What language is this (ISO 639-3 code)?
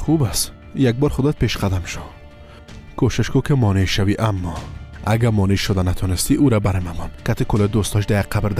fas